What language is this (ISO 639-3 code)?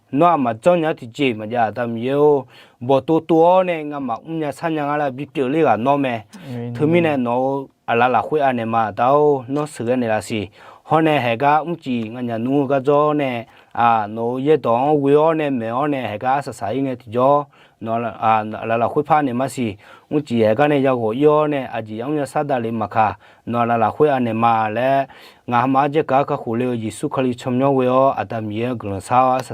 ahk